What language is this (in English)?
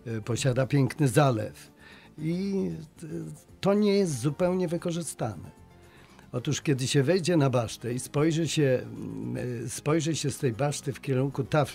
Polish